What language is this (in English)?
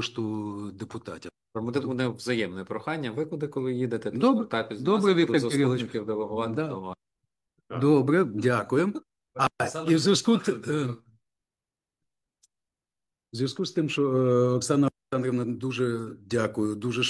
Ukrainian